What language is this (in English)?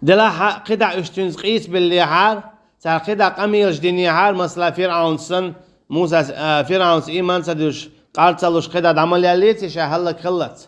Chechen